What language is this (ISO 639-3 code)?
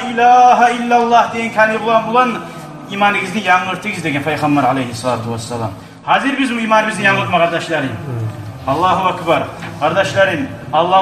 kum